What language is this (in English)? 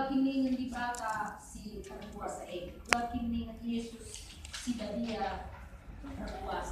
Batak Karo